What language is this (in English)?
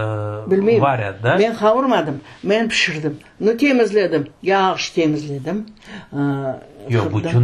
Crimean Tatar